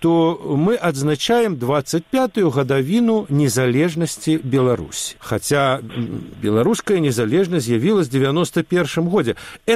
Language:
Belarusian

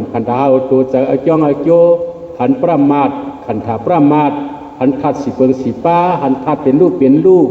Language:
Shan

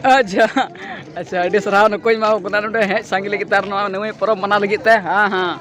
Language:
Santali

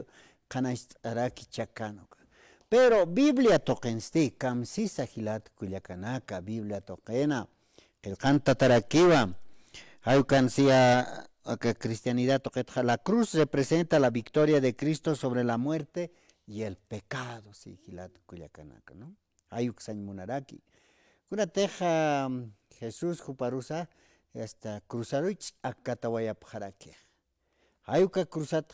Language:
Aymara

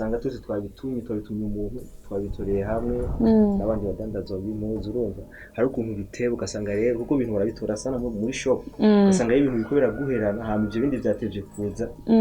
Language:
Rundi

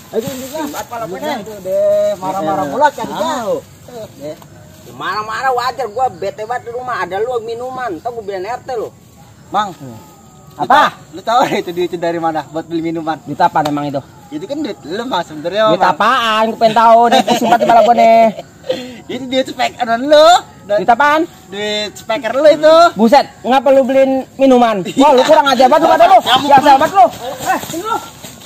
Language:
Betawi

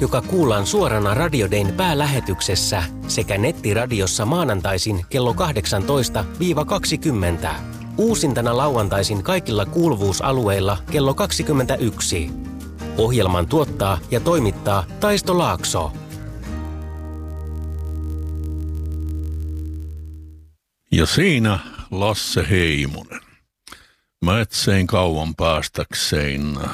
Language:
Finnish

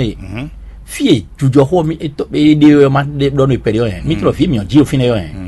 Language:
Fon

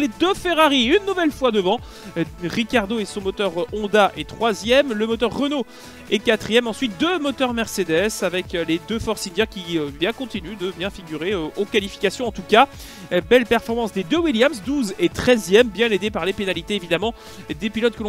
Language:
French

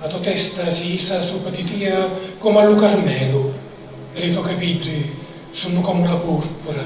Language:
Sicilian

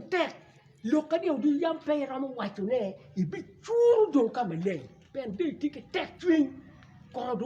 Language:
Acoli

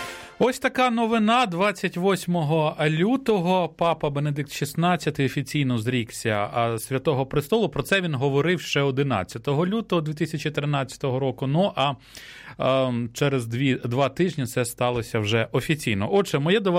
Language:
Ukrainian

